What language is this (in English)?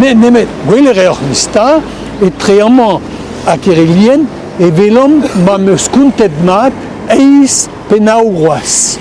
Breton